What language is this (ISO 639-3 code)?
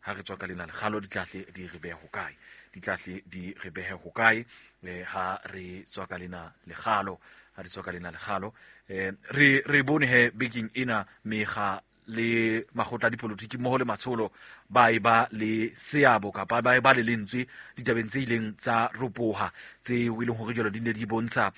sot